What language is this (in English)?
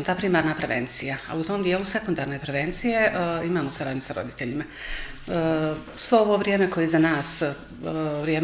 Serbian